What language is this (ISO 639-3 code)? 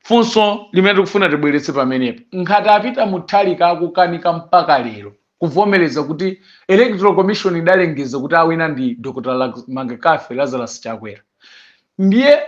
nya